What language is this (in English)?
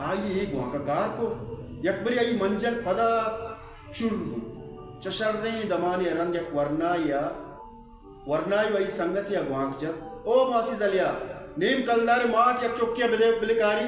Baluchi